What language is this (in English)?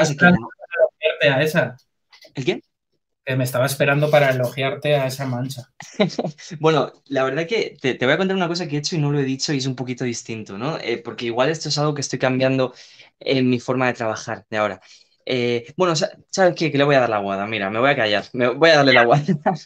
Spanish